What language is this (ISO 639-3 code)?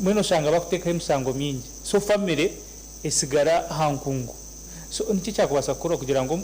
nyn